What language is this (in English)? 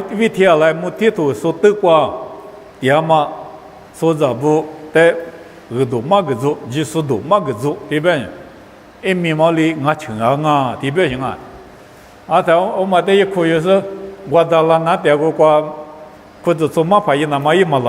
Lisu